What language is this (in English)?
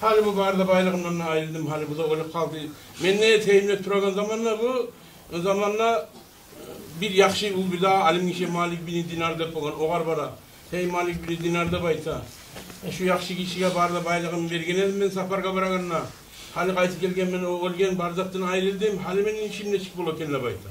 Kumyk